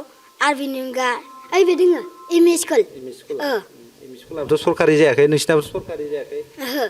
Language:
Bodo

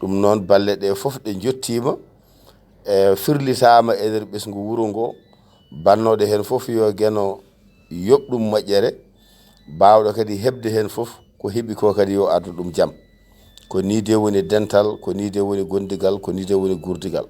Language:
Fula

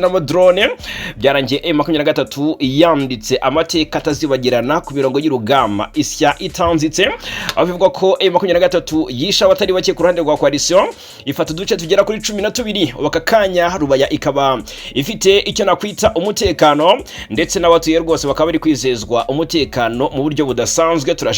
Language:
Kinyarwanda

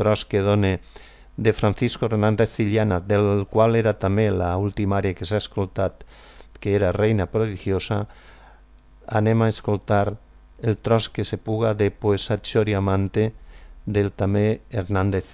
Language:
Catalan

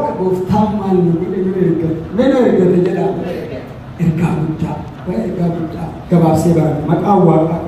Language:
Oromo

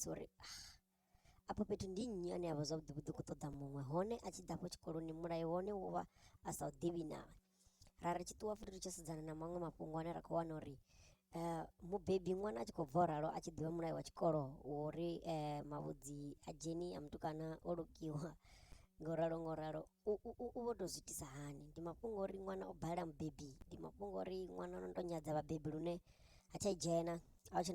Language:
Venda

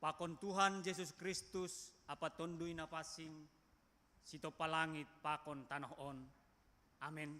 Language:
Batak Simalungun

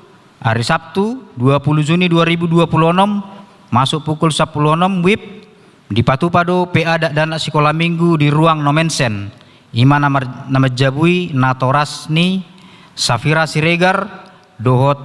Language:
Batak Toba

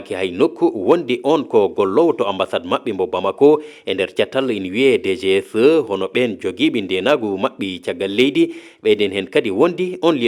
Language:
Fula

